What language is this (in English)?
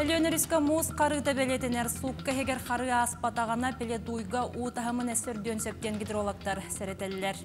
Yakut